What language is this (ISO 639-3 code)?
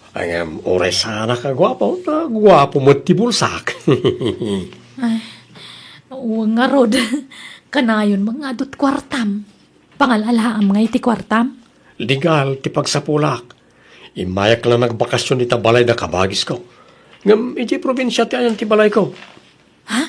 ilo